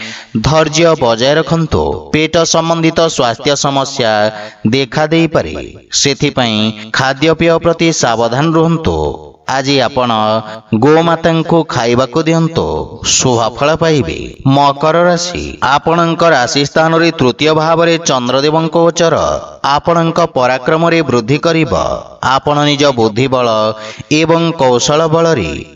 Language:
Odia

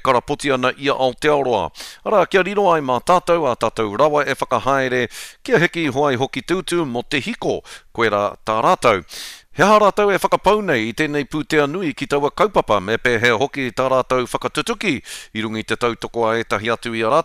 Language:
Māori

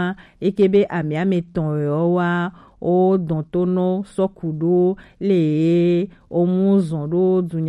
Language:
Gen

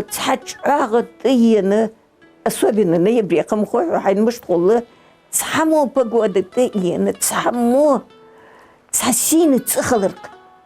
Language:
Ingush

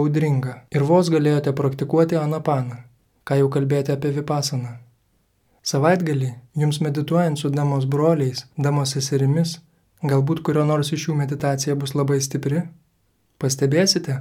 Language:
Lithuanian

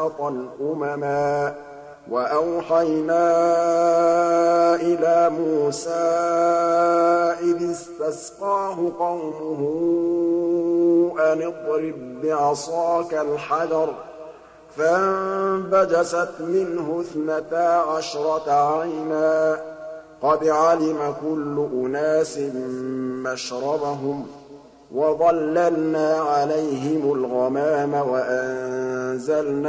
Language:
Arabic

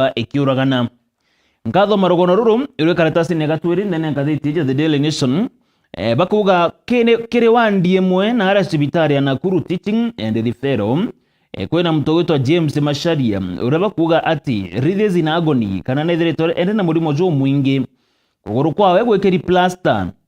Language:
Meru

